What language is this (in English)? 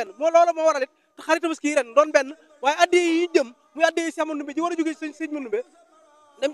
Wolof